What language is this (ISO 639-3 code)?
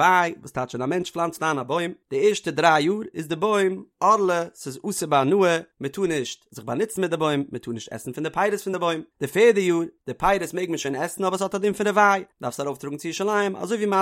yid